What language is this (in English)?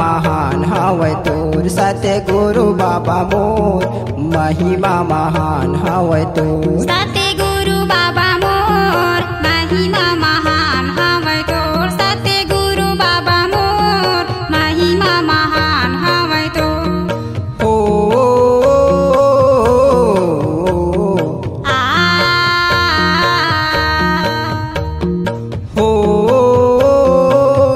Chhattisgarhi